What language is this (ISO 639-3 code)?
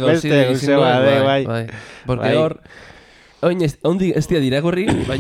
eus